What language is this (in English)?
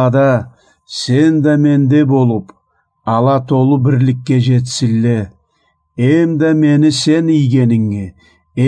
Karachay-Balkar